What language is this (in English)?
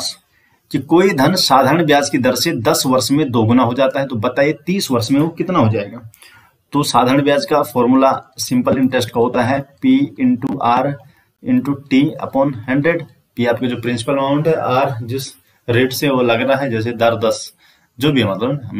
Hindi